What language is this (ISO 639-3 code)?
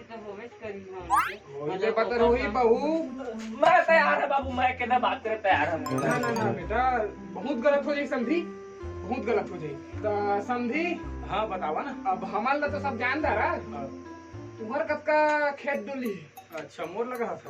hne